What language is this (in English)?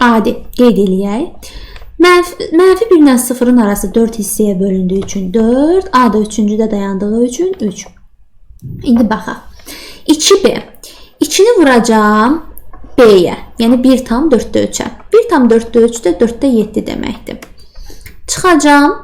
Azerbaijani